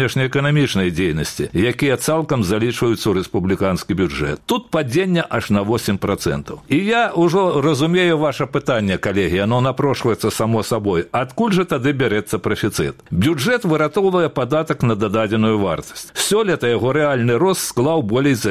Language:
Belarusian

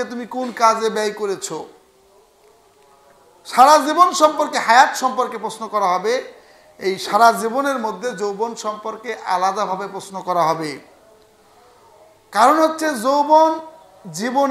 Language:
Bangla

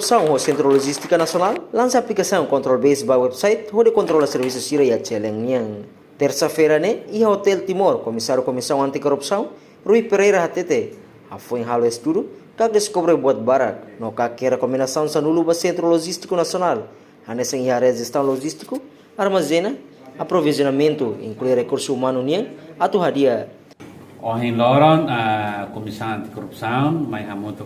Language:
Tetum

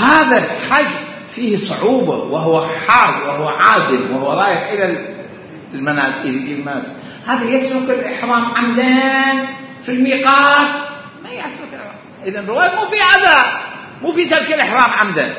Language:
Mesopotamian Arabic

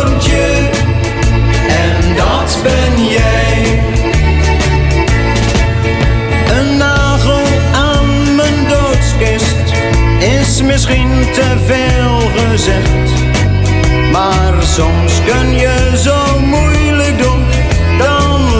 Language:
Dutch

